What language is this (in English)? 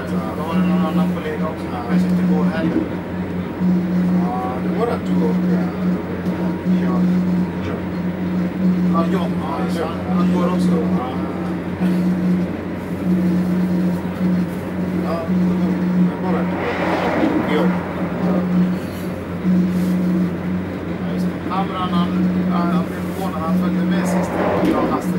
Swedish